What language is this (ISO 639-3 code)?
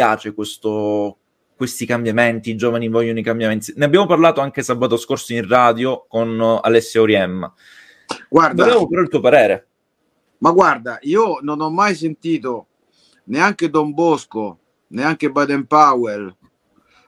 ita